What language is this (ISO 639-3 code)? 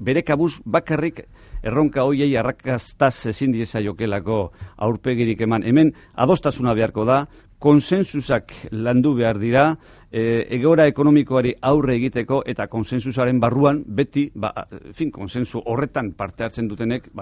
eus